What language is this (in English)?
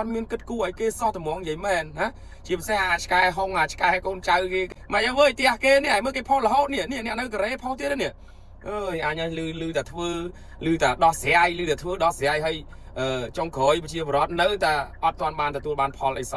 Khmer